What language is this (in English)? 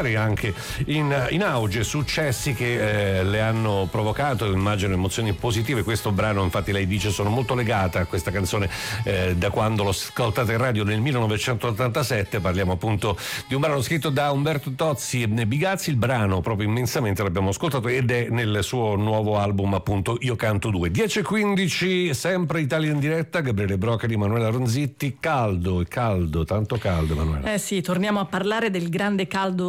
Italian